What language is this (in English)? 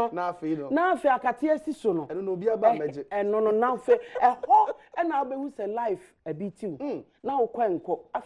Akan